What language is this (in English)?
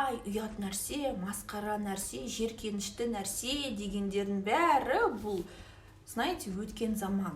Kazakh